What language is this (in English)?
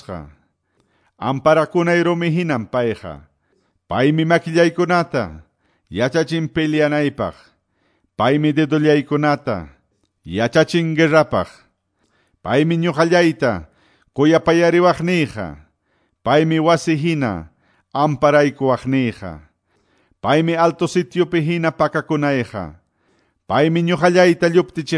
Quechua